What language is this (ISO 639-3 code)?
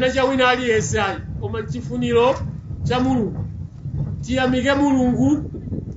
nya